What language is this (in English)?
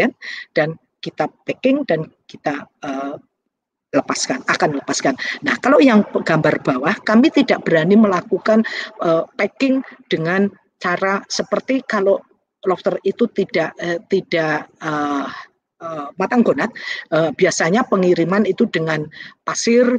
Indonesian